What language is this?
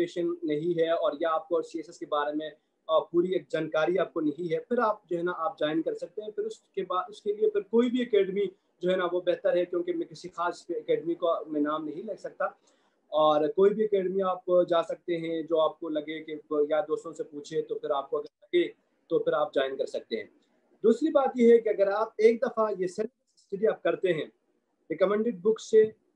Urdu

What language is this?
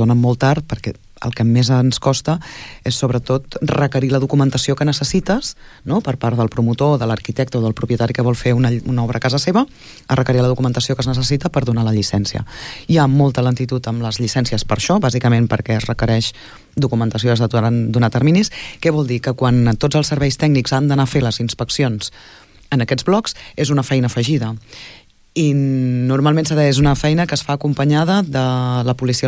Catalan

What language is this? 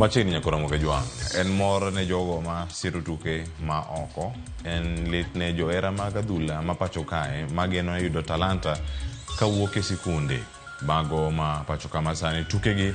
Luo (Kenya and Tanzania)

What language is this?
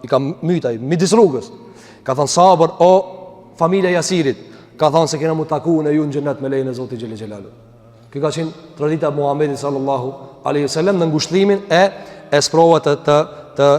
Albanian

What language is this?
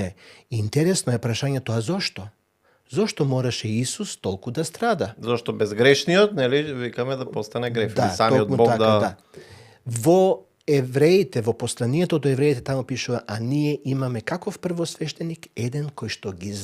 Macedonian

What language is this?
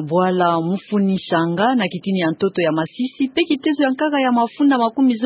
Kituba (Democratic Republic of Congo)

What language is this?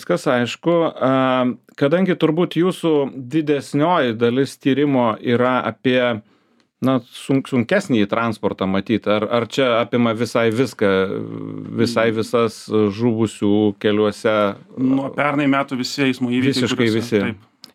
Lithuanian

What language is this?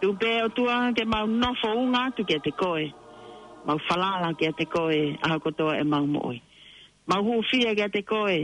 Tongan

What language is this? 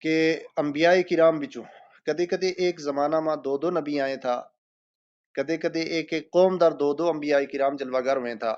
Gujari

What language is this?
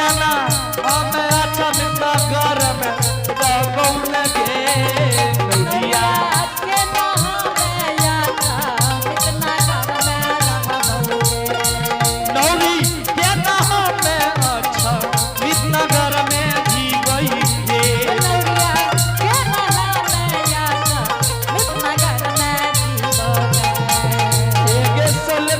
Angika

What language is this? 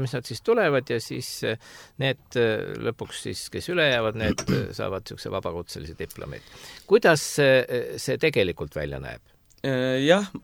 Estonian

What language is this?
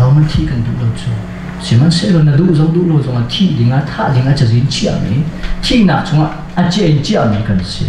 Hakha Chin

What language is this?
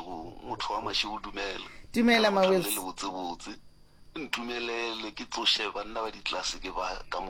Northern Sotho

